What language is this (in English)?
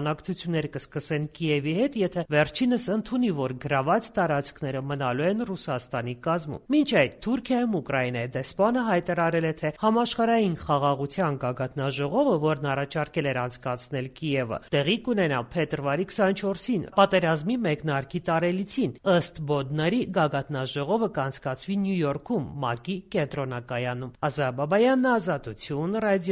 Armenian